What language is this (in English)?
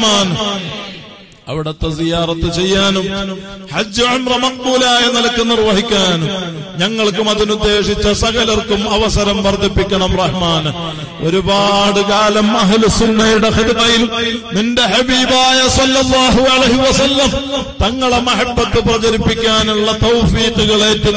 Malayalam